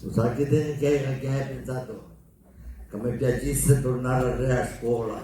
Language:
Sicilian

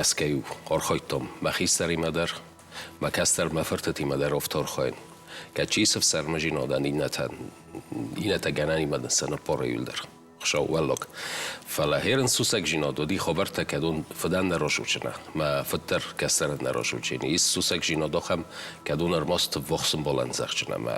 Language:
Ossetic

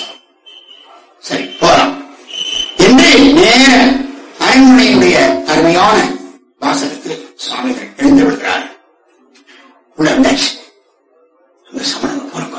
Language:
Tamil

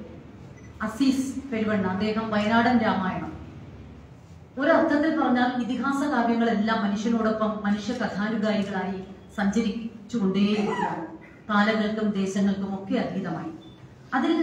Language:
Malayalam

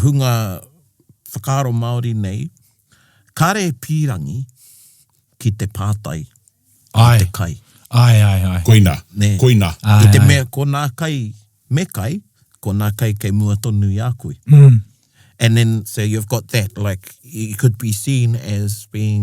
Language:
Māori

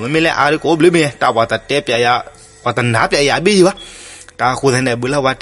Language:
S'gaw Karen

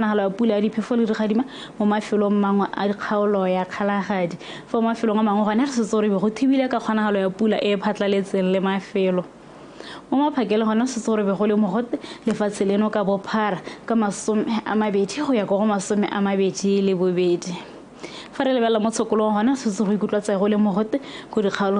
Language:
Tswana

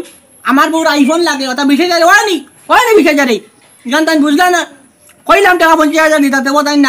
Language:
Sylheti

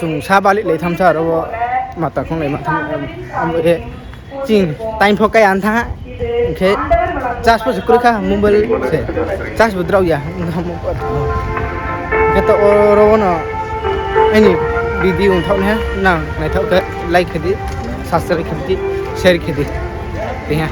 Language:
Riang (India)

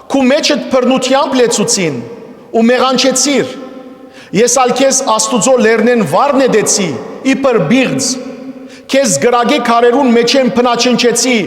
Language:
Western Armenian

